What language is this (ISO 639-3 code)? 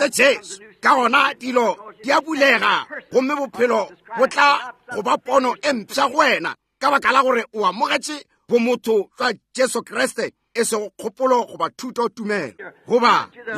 nso